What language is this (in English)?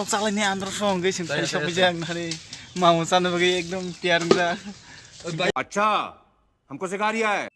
Kok Borok